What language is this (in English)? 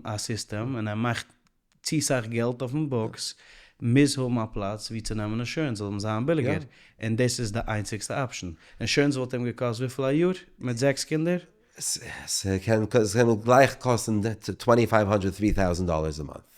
Yiddish